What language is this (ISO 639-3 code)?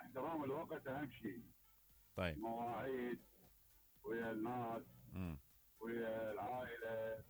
acm